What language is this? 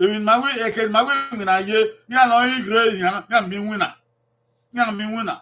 Bini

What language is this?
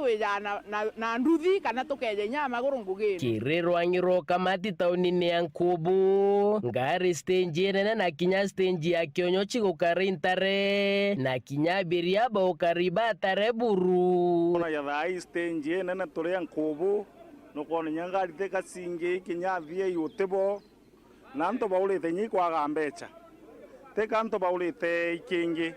Meru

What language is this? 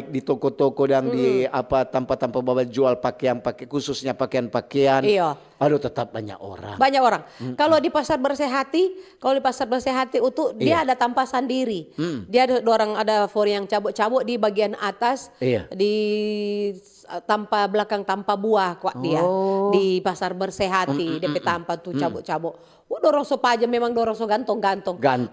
Manado Malay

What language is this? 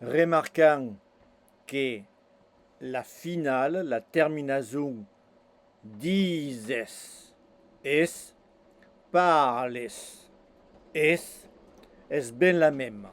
Occitan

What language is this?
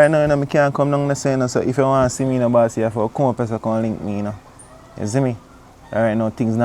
Jamaican Creole English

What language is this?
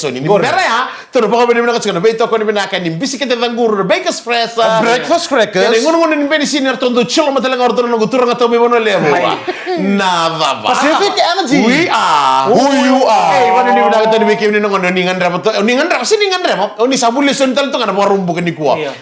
Fijian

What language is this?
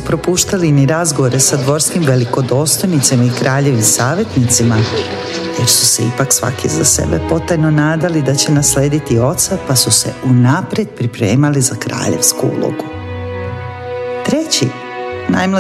Serbian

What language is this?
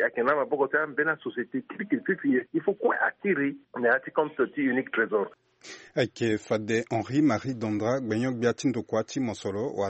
Sango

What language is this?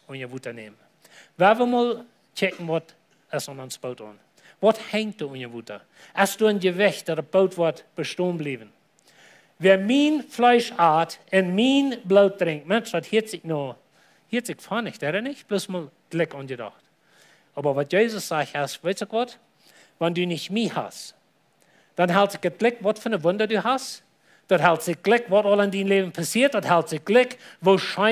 Plautdietsch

